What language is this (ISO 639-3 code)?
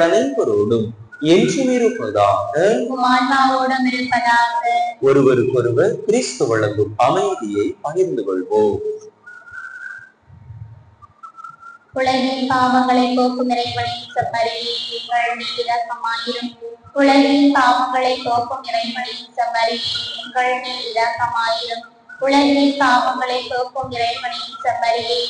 tam